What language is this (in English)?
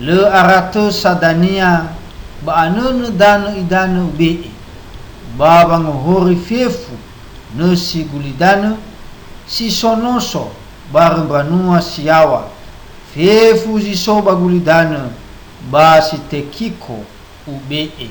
Nias